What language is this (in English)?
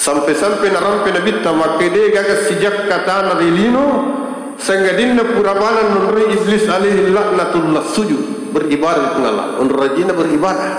Buginese